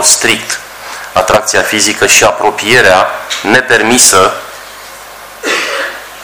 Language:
Romanian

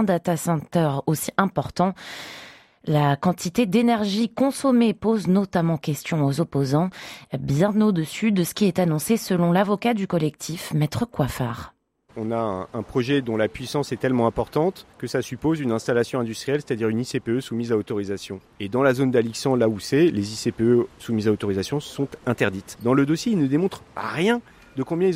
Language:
French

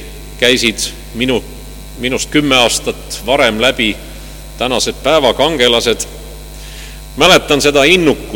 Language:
Estonian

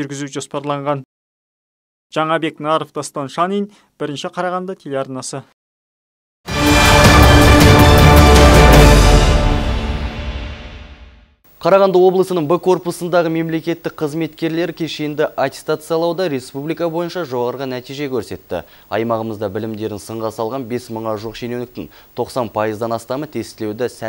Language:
Kazakh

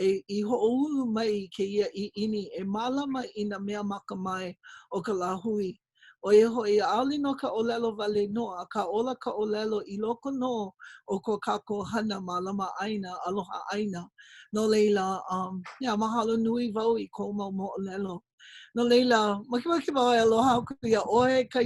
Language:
Hawaiian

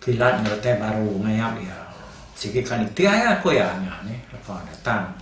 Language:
Iban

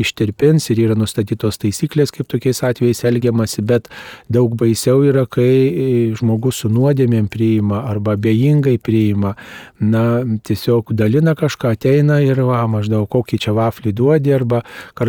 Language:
Lithuanian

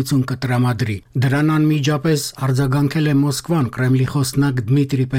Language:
Armenian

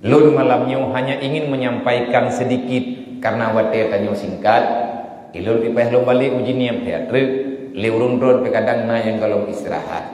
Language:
Achinese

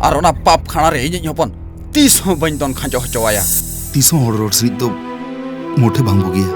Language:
Santali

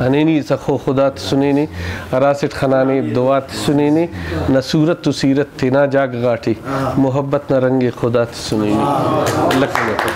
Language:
Brahui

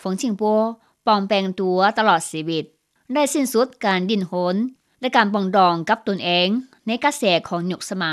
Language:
Lao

